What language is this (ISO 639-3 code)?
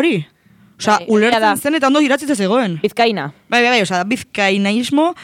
eus